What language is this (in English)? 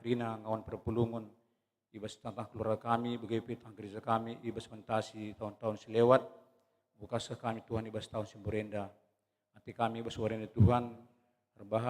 Batak Karo